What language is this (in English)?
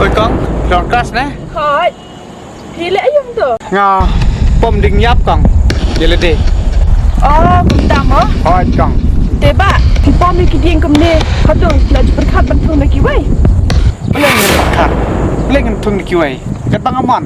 Khasi